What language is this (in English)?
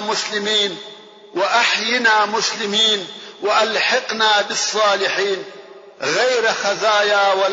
Pashto